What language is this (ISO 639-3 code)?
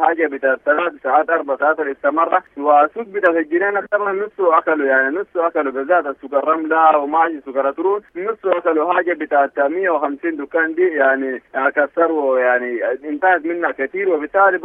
apd